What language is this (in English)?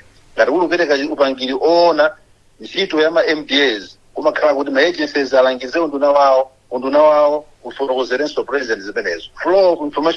Nyanja